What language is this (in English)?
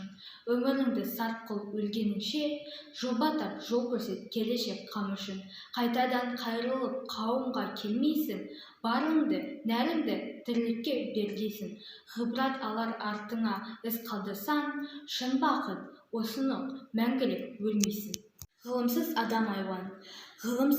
Kazakh